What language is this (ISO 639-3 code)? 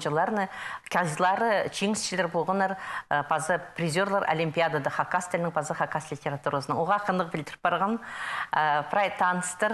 kjh